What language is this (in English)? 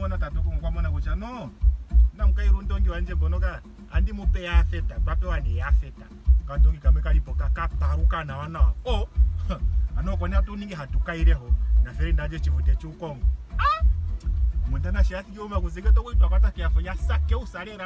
Ndonga